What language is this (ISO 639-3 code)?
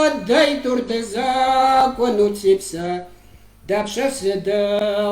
kbd